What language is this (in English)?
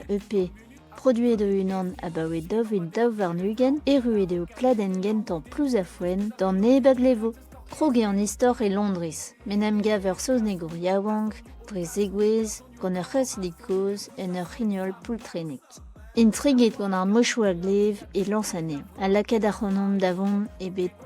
Breton